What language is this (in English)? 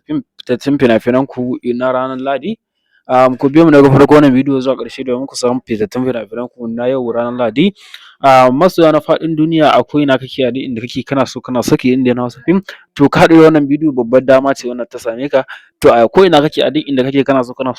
Hausa